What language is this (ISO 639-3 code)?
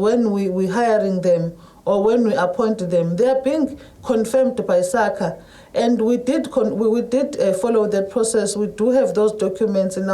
zul